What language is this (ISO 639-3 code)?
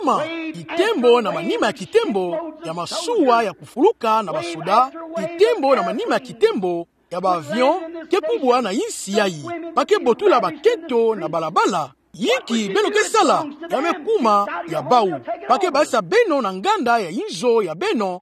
ktu